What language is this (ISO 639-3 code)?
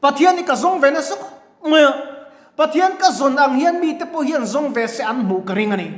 lus